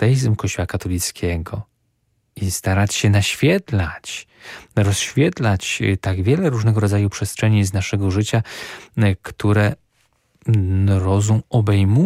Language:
Polish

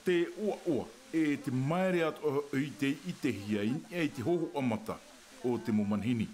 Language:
Tahitian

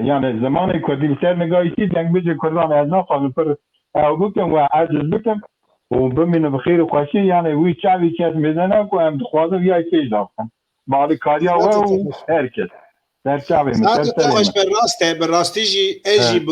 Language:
Kurdish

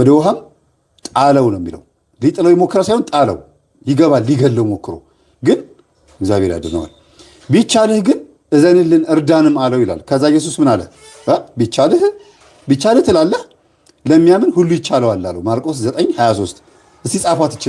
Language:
Amharic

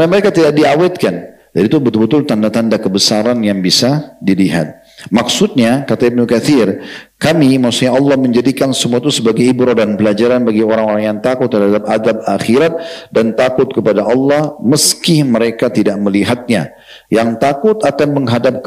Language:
Indonesian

